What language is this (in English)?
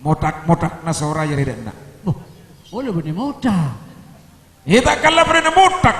Madurese